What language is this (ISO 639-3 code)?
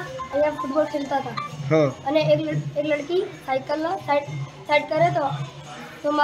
guj